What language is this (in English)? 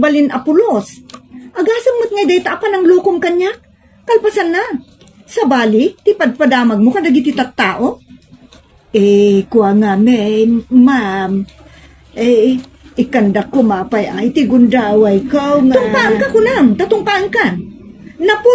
Iloko